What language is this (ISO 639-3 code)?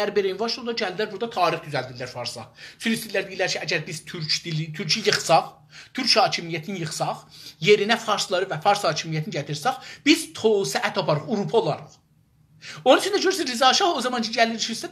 azb